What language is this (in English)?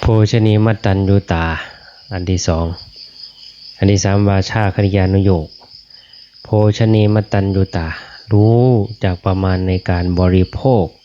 Lao